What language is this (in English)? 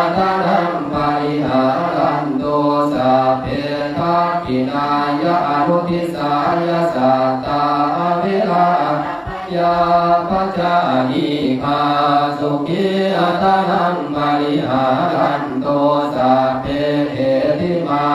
Pali